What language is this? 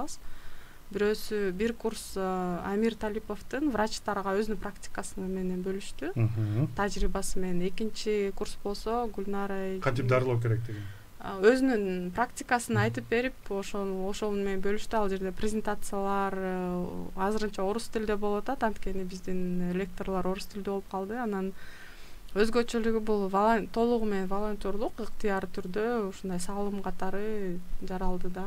Kyrgyz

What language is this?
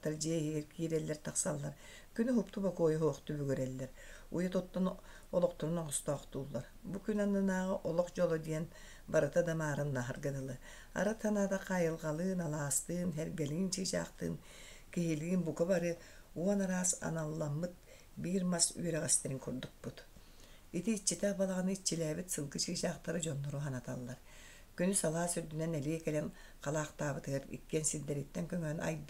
Yakut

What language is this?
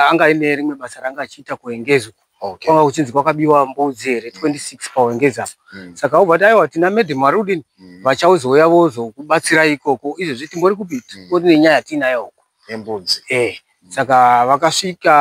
Shona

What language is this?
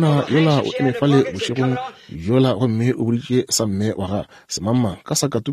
Northern Sotho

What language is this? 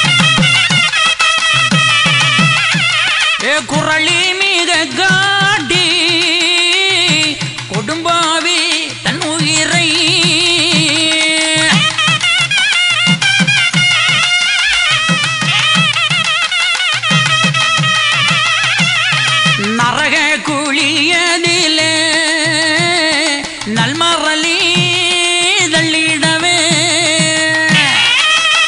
Tamil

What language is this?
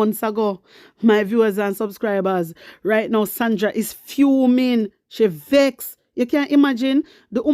Jamaican Creole English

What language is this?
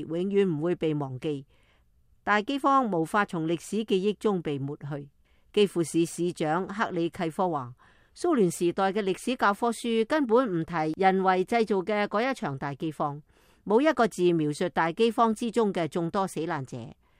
Cantonese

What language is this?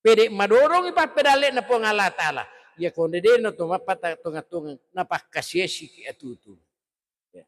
Buginese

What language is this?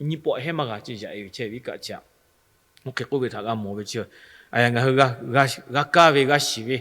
Lahu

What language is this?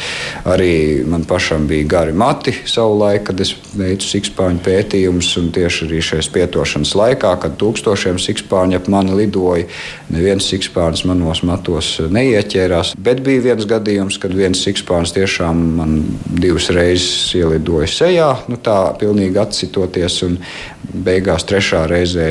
Latvian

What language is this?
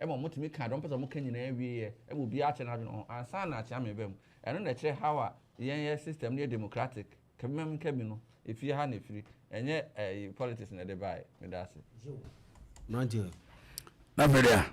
Akan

